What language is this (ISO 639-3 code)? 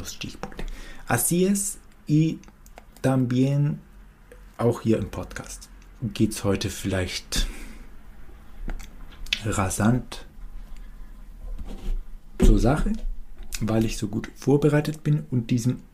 deu